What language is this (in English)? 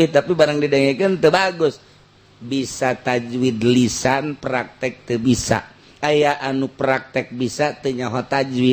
Sundanese